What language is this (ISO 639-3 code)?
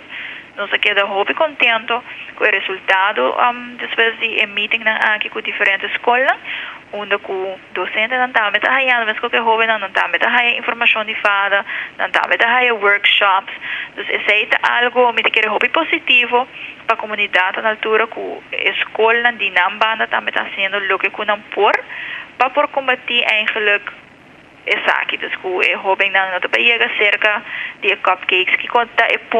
pap